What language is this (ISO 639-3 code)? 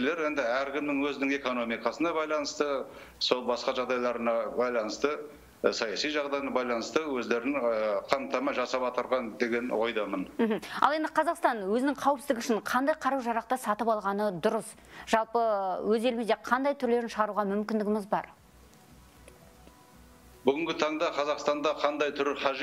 kaz